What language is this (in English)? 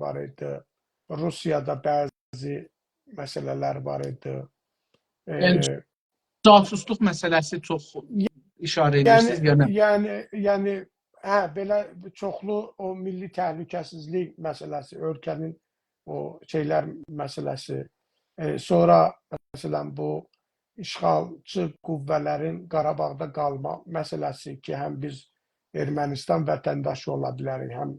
South Azerbaijani